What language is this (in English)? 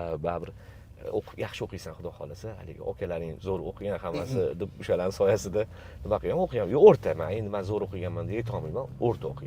Uzbek